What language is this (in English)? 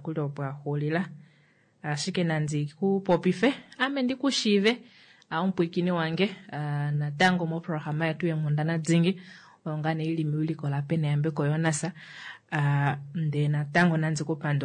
Kuanyama